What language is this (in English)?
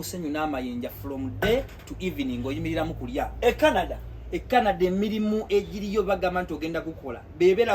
Ganda